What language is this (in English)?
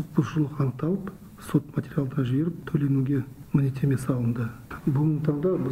Kazakh